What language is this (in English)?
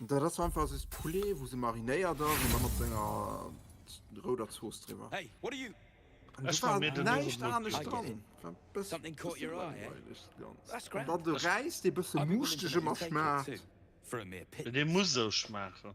Luxembourgish